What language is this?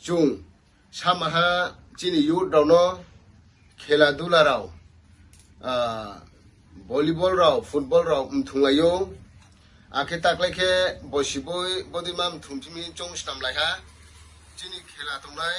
Riang (India)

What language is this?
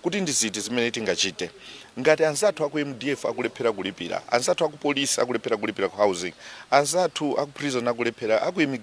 Nyanja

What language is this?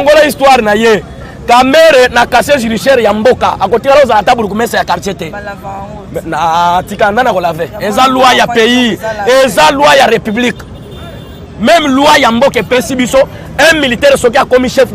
Lingala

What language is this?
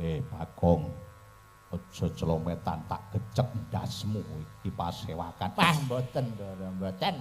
Javanese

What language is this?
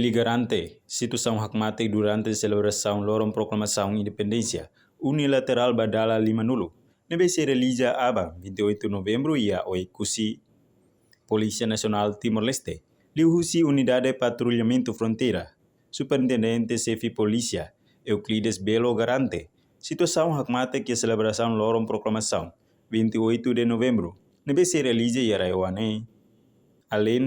Tetum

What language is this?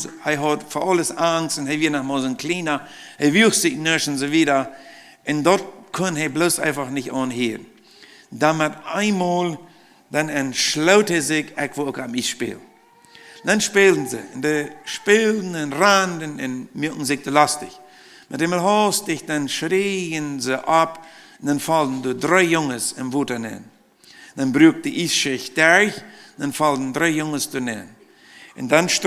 Plautdietsch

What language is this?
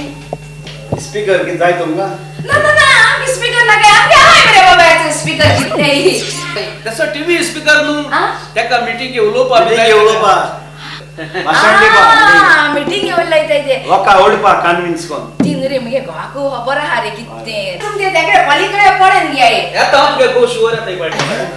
Konkani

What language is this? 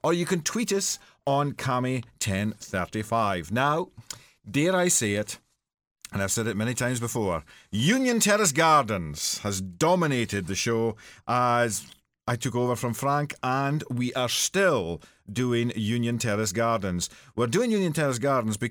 English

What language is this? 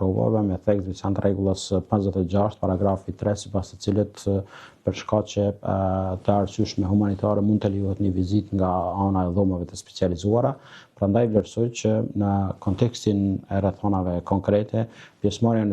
Albanian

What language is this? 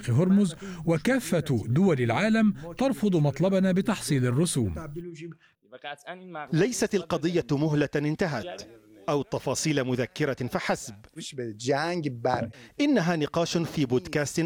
Arabic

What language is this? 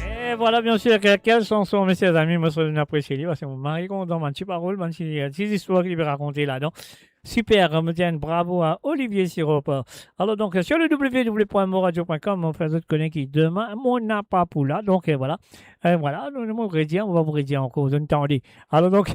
Morisyen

